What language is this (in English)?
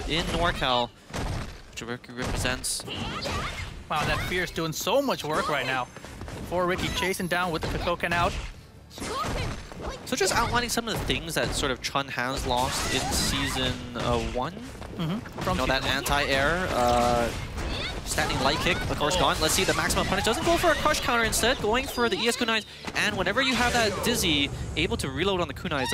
English